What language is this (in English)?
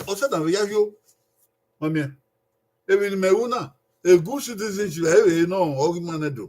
Bini